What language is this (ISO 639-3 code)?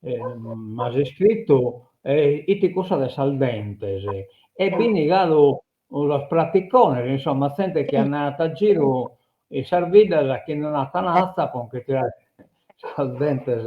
srd